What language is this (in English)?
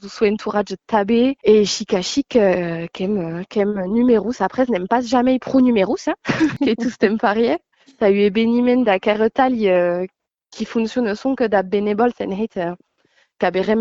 Occitan